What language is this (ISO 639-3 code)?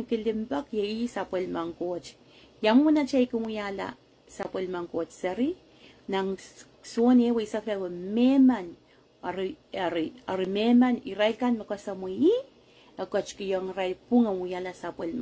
pon